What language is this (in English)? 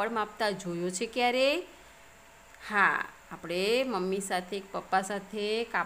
Gujarati